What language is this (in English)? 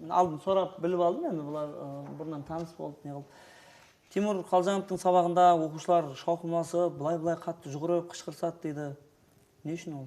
Kara-Kalpak